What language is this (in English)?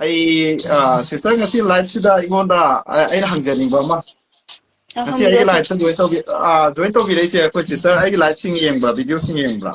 Manipuri